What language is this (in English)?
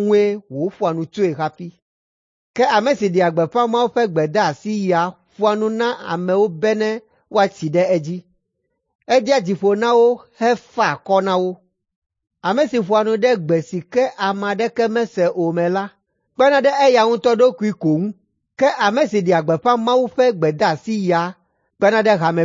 Ewe